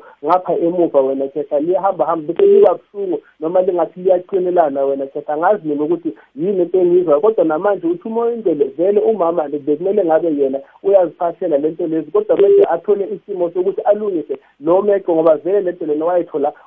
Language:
South Ndebele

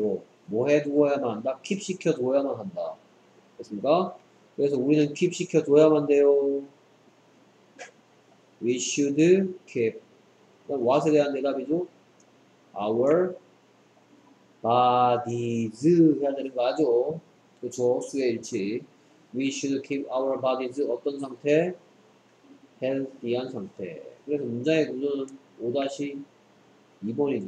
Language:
Korean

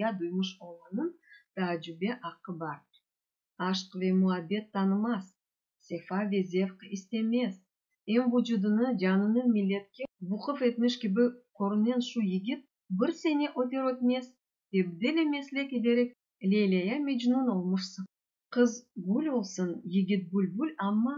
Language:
Crimean Tatar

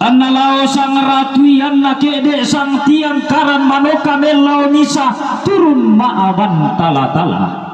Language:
Toraja-Sa'dan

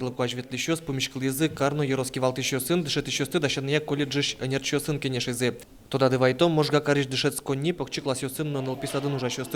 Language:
Udmurt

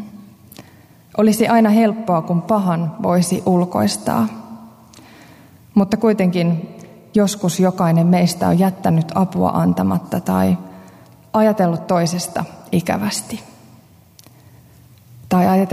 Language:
Finnish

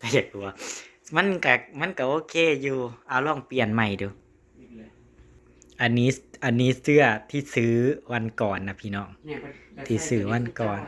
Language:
Northeastern Thai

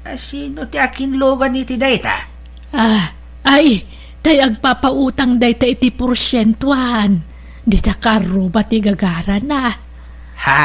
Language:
Iloko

